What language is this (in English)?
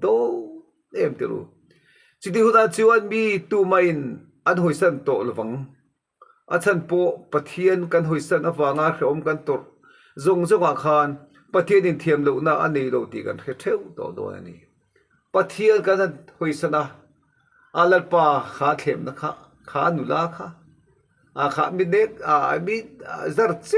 Mizo